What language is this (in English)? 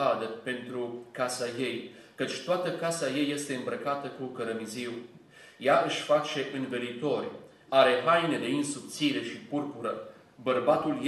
Romanian